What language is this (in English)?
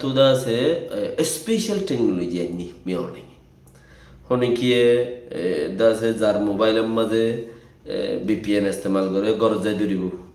Rohingya